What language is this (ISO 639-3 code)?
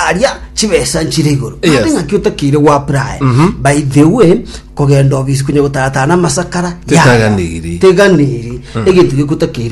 guz